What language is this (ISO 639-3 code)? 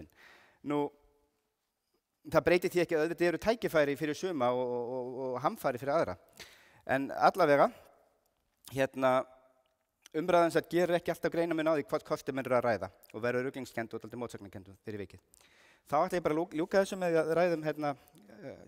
isl